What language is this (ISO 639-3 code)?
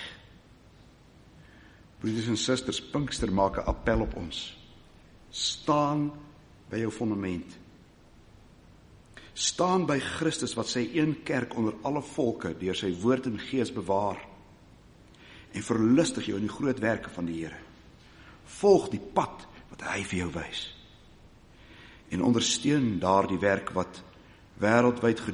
afr